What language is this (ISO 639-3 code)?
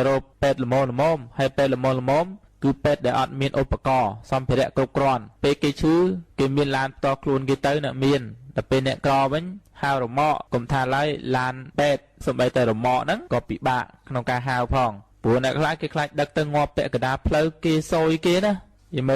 khm